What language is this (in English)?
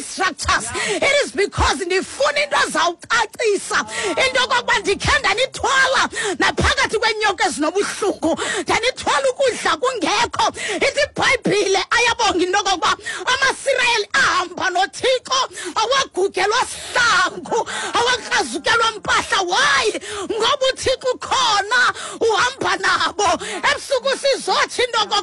Xhosa